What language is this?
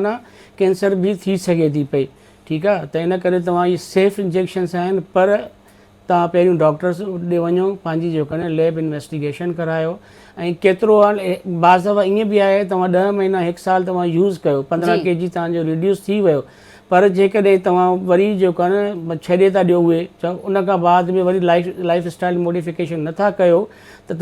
Sindhi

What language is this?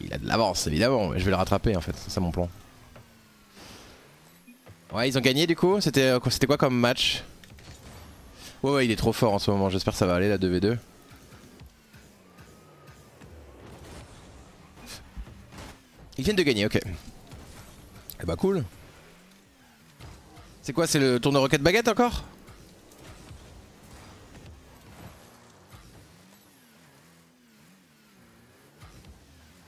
French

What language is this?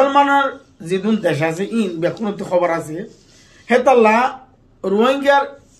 Rohingya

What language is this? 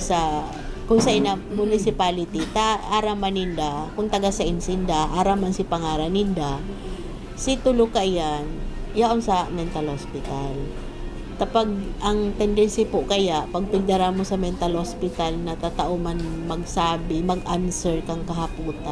Bikol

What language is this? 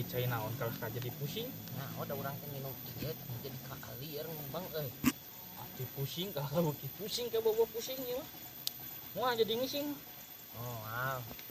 Sundanese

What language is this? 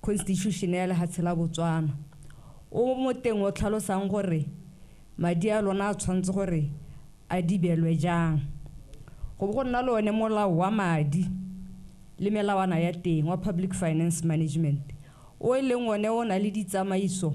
Tswana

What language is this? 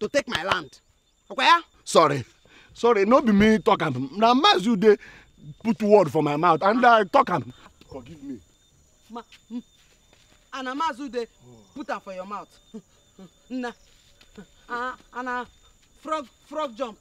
Nigerian Pidgin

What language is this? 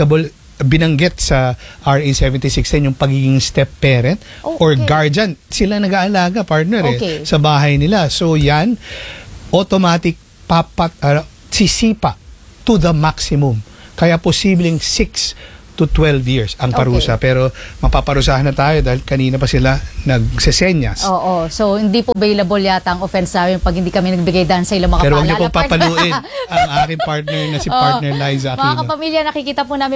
Filipino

